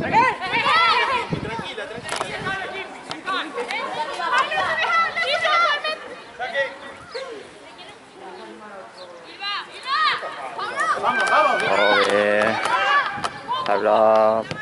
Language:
Norwegian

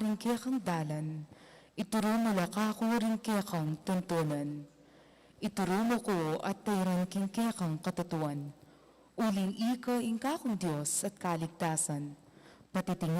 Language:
Pampanga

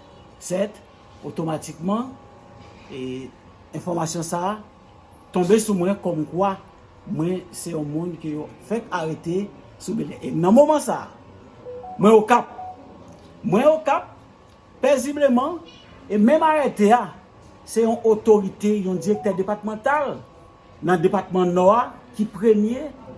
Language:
Haitian Creole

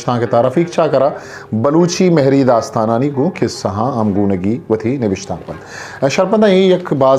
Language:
Eastern Balochi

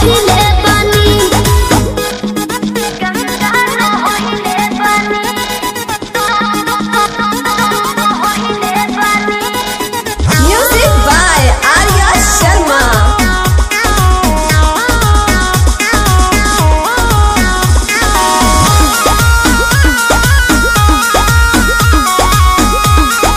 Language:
Bhojpuri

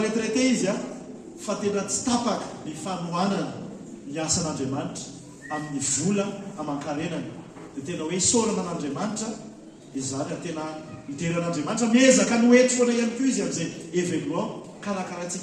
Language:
Malagasy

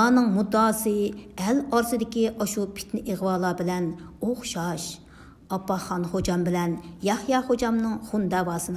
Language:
Uyghur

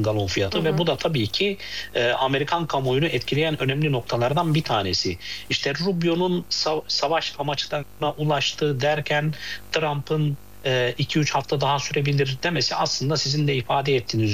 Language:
Turkish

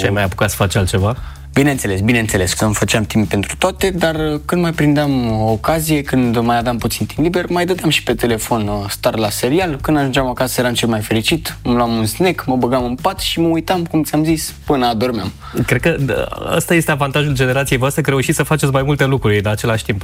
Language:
Romanian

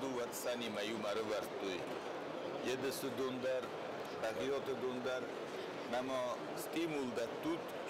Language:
Ossetic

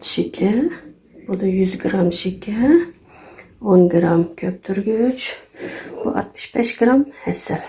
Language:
Uyghur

